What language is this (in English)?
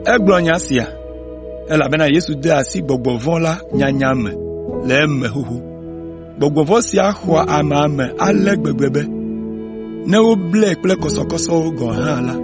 Ewe